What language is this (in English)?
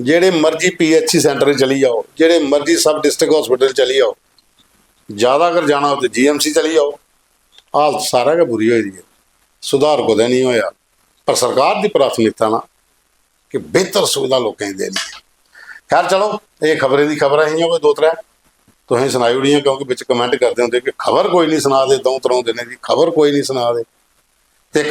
Dogri